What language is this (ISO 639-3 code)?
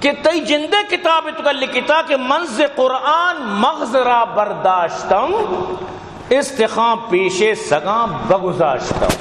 bal